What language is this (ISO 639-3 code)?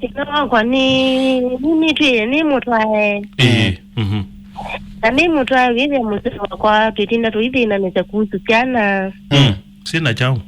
kam